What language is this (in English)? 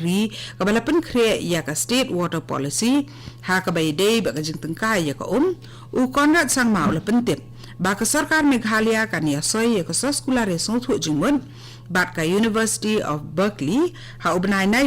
Khasi